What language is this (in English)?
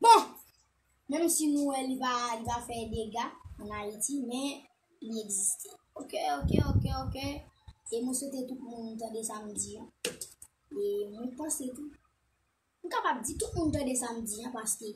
Haitian Creole